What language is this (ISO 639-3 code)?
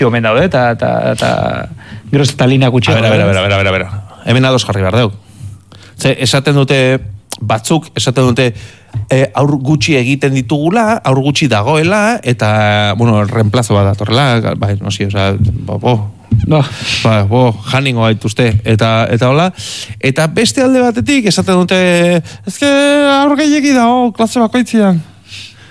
eus